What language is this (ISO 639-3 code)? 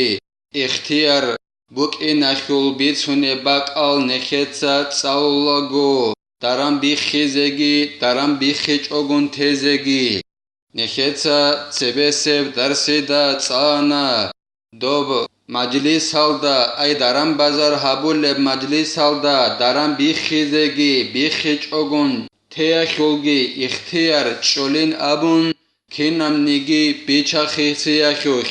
ava